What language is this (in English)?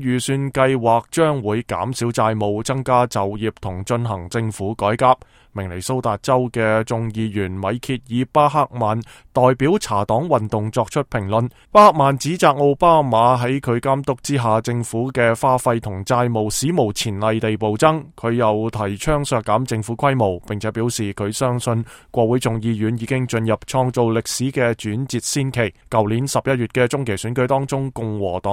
Cantonese